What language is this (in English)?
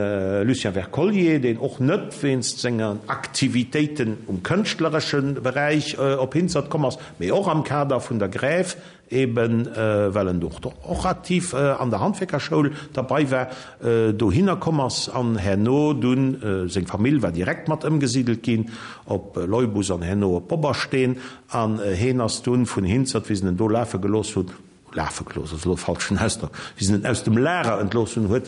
Luxembourgish